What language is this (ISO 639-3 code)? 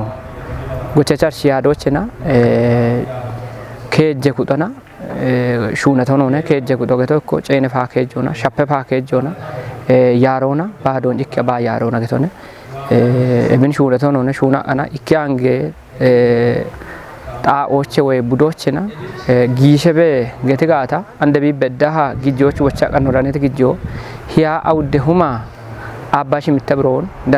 kbr